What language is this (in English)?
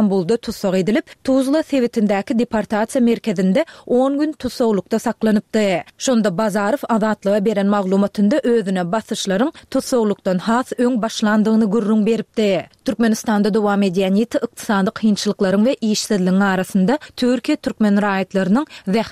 Turkmen